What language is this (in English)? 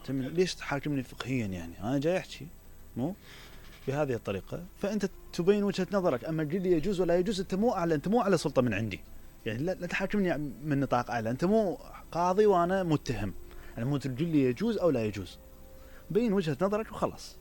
Mesopotamian Arabic